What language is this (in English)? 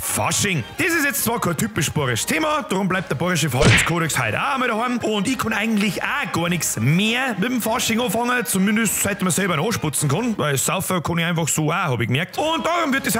Bavarian